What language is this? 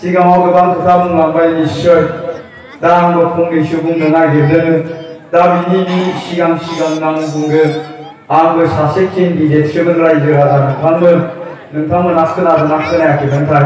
Bodo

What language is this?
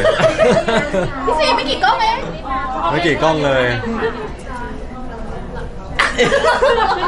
Thai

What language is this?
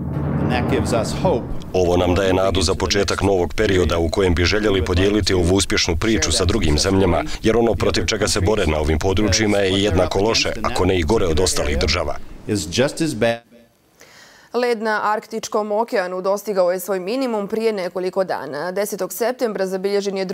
Bosnian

